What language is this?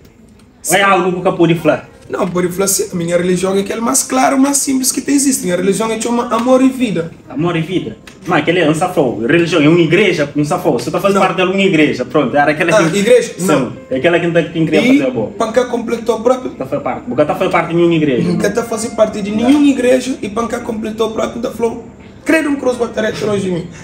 Kabuverdianu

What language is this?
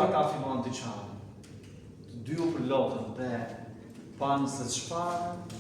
Albanian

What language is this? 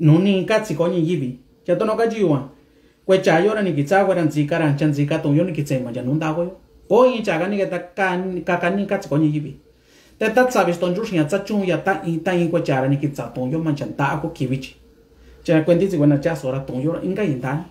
Mixtepec Mixtec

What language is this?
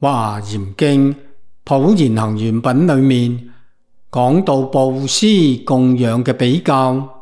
Cantonese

